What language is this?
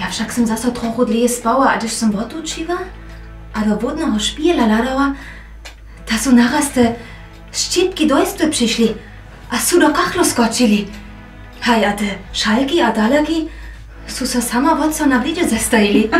Upper Sorbian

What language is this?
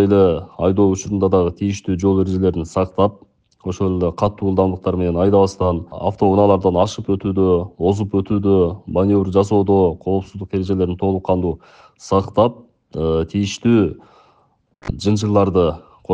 Kyrgyz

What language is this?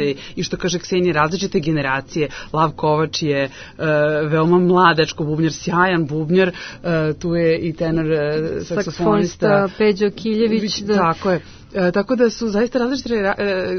Serbian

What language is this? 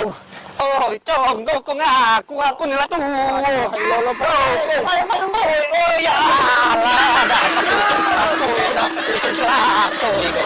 Musi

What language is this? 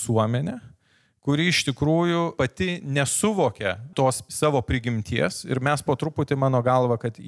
Lithuanian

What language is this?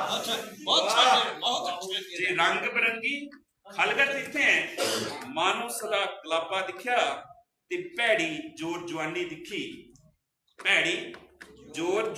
Dogri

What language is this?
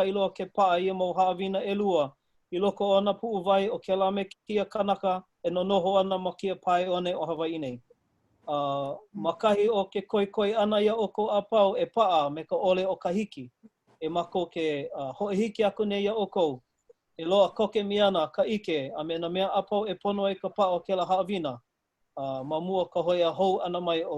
Hawaiian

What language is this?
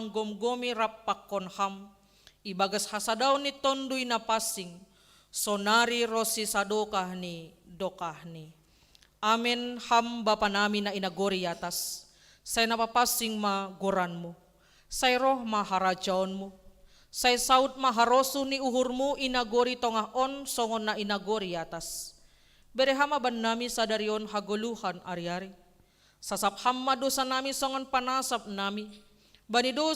Batak Simalungun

